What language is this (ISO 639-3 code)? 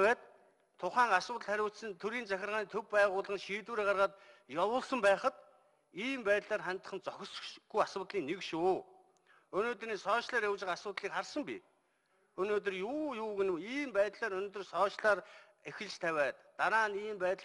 mon